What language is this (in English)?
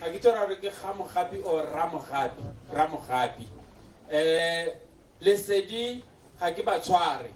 Tswana